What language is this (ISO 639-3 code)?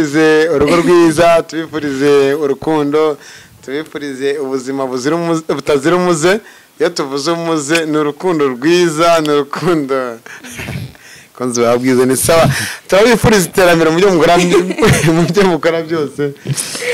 kin